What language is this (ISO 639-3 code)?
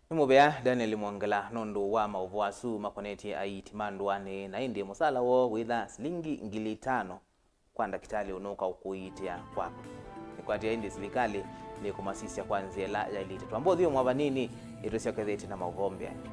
kam